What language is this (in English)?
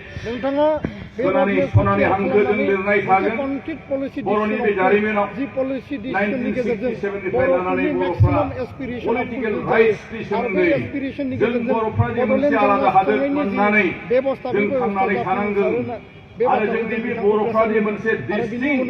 Bodo